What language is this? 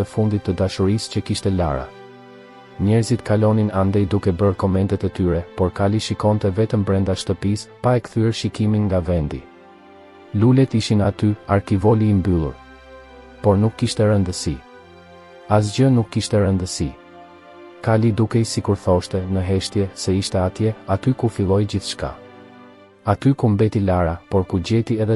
Albanian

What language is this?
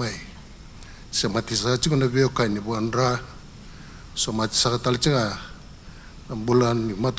Fijian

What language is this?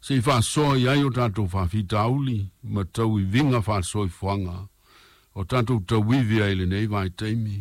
Samoan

